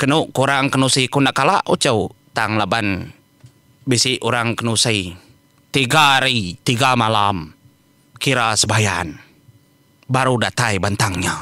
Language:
Iban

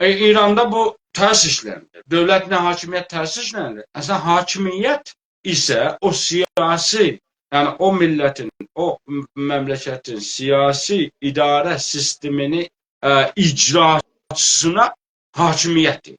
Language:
South Azerbaijani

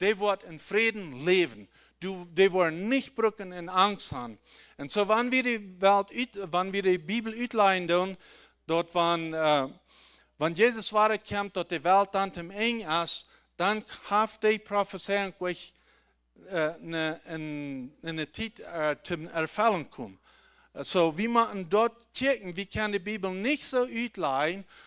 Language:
Plautdietsch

